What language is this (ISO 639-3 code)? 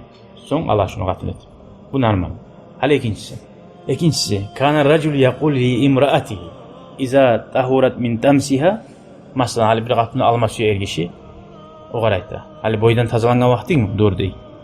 kum